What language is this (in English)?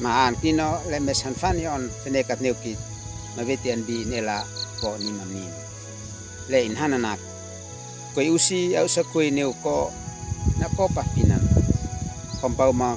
Uab Meto